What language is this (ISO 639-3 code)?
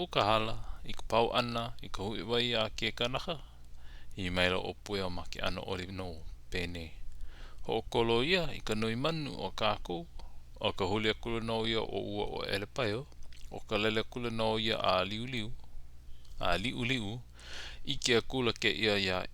haw